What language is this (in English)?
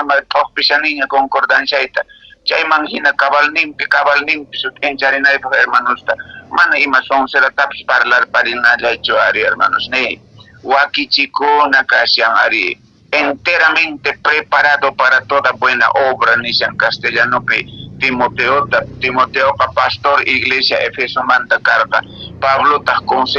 Quechua